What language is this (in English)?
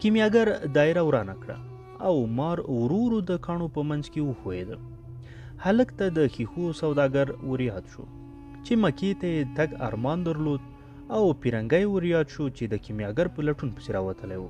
Pashto